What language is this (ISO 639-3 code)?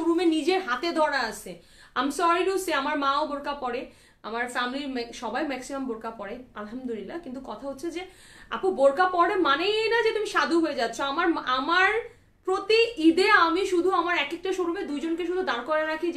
ben